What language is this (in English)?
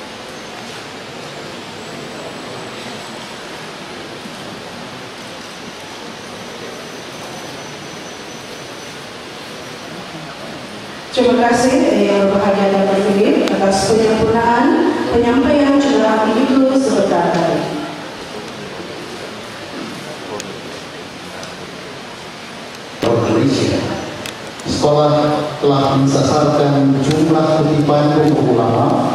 Malay